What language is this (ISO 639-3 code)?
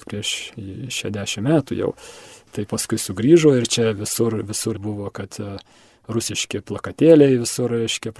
lit